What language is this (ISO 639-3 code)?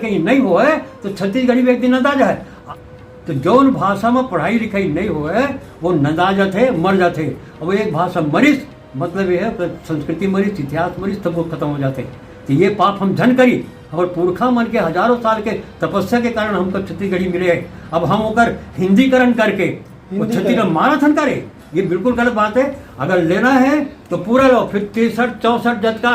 hne